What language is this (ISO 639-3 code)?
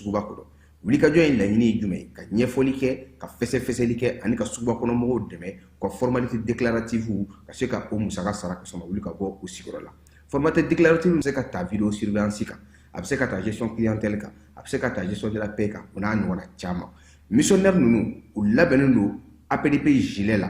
bam